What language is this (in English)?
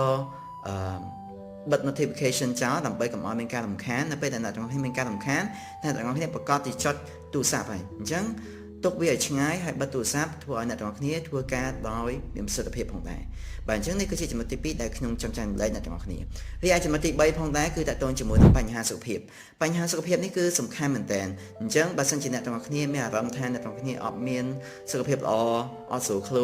Khmer